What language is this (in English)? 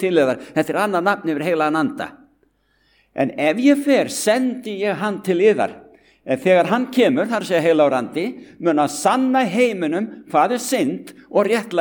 Icelandic